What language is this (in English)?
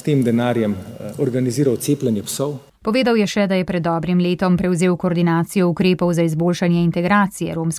Slovenian